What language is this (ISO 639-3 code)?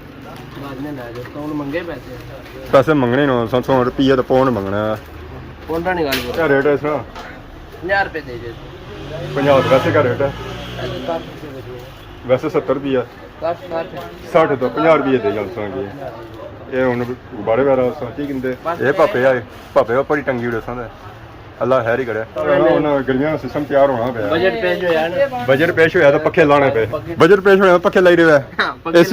phr